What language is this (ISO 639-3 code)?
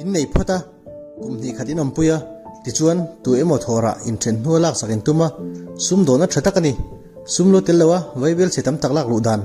lus